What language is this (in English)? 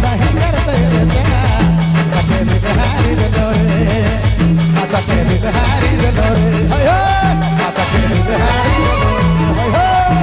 Sadri